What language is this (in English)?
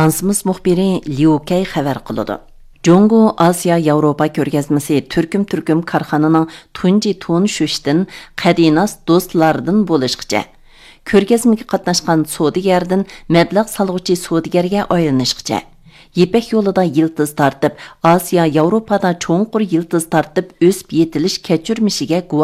Uyghur